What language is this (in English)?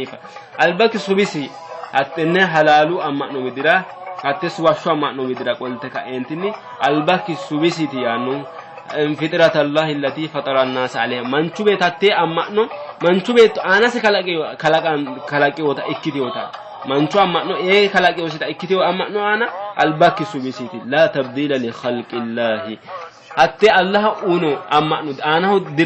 Sidamo